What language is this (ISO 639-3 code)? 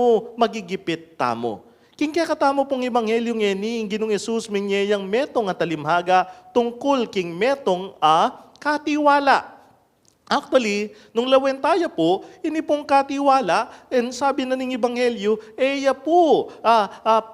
pam